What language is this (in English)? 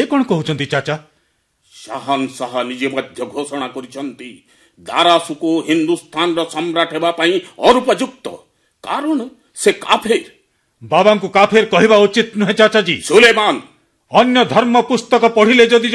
Odia